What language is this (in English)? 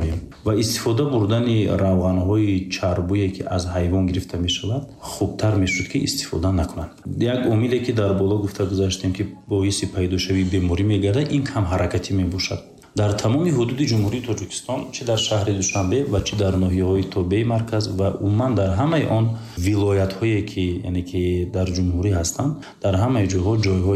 Tajik